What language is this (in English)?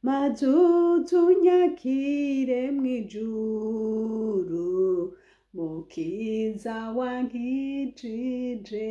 Rundi